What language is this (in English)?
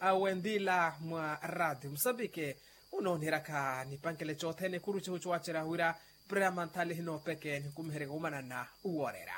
Makhuwa